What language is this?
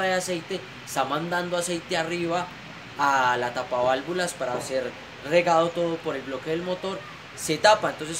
Spanish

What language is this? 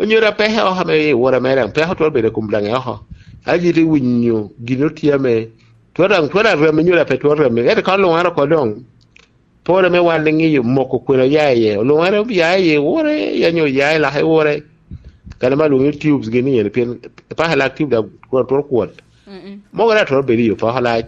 Lango (Uganda)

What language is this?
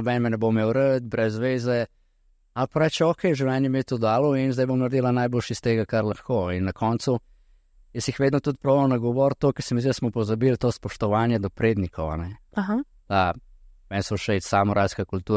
Slovenian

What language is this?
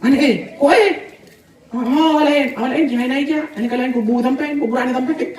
Achinese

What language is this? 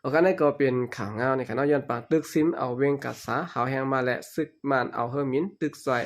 Shan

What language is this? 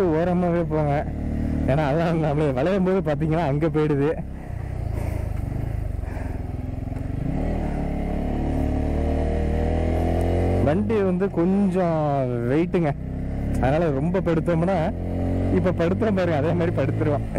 Tamil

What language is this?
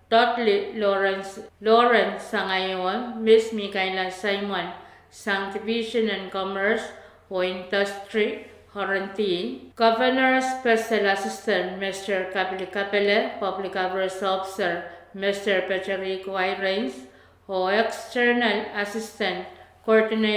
Pohnpeian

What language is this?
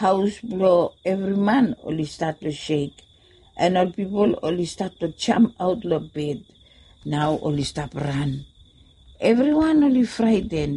Bislama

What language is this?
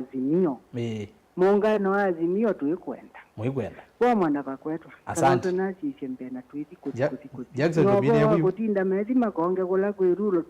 Kamba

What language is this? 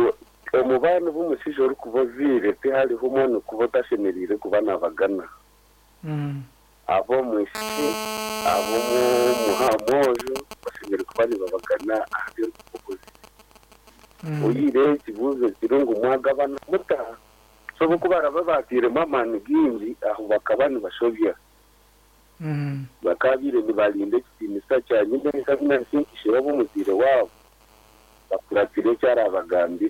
Kinyarwanda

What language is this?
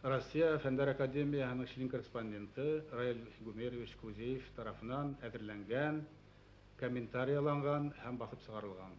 Bashkir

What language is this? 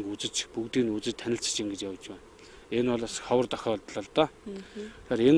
Mongolian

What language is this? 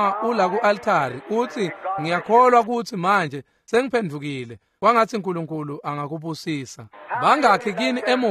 Swati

